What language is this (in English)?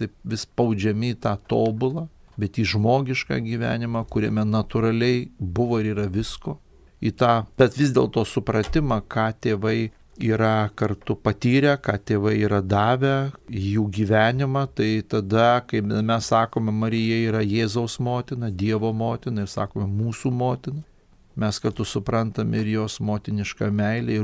Lithuanian